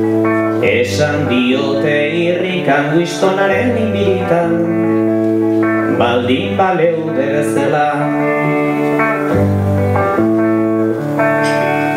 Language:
Basque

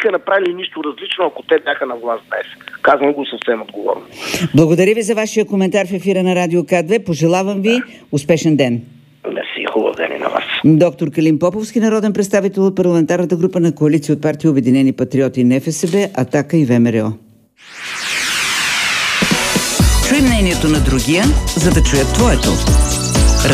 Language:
Bulgarian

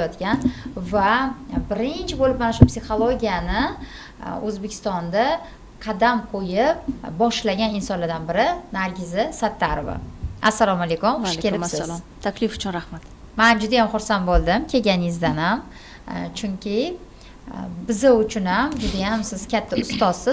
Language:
Uzbek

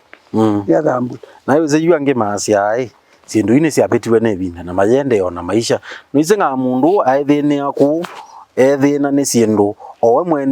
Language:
Kamba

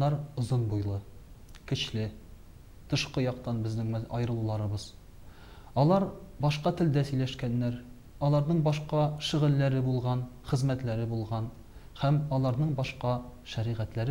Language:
Tatar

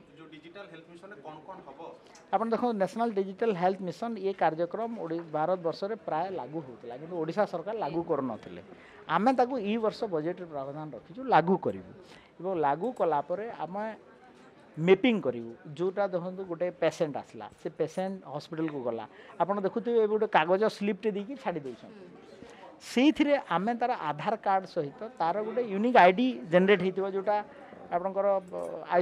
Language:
Odia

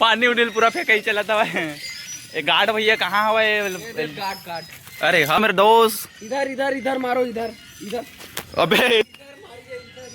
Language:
Chhattisgarhi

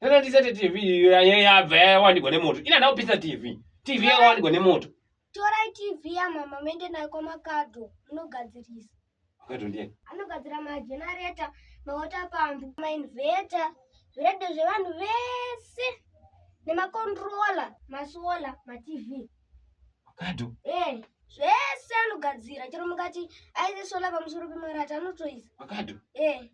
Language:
Shona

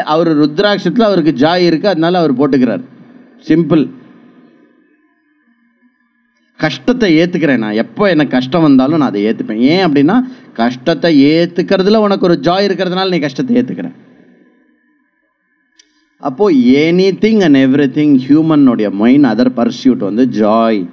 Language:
Tamil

